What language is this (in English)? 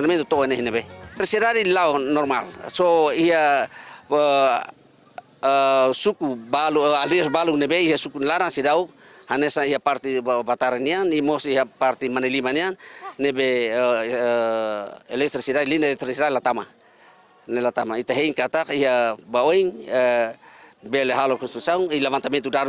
Tetum